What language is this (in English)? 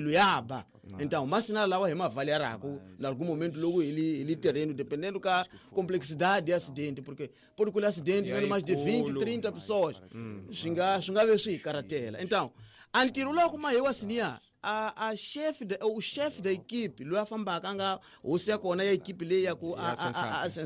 Tsonga